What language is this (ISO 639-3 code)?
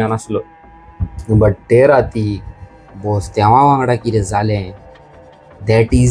kok